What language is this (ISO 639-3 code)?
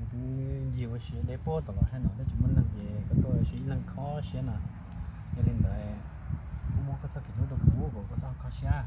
hmn